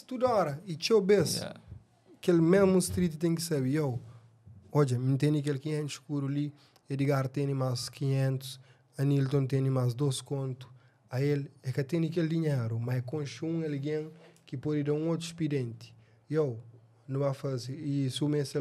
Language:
Kabuverdianu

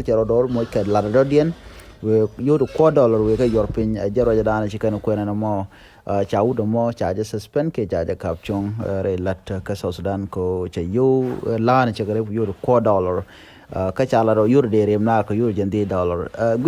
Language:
Nuer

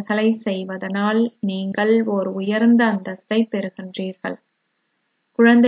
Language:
Tamil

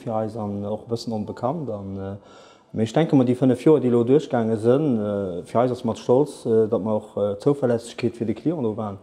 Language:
Luxembourgish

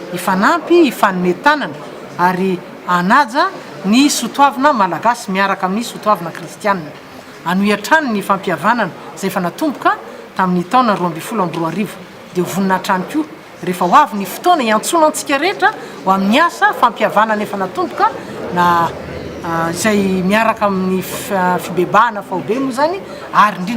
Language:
Malagasy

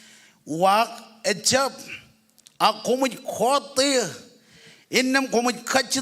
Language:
Marshallese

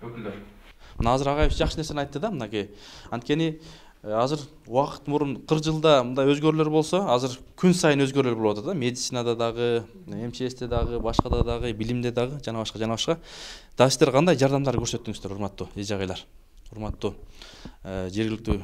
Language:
Kyrgyz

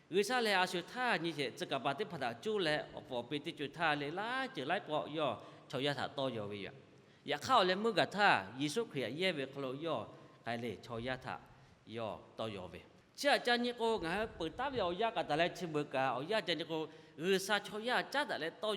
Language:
Lahu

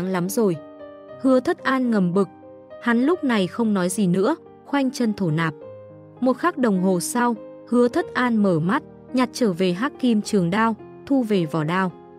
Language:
Vietnamese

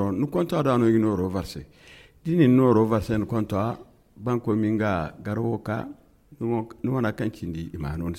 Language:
Zarma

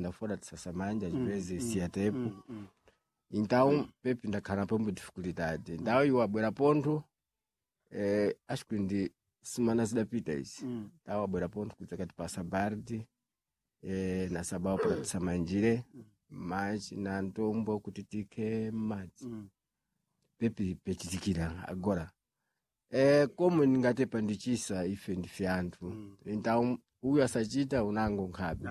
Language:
Sena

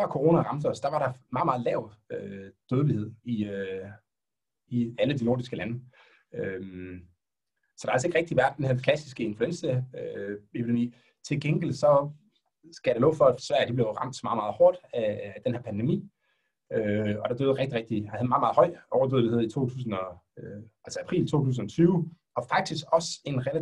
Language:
Danish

